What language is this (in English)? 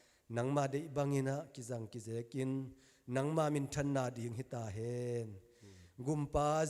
Tedim Chin